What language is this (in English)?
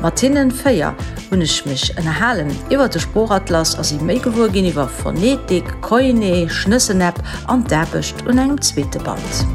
Luxembourgish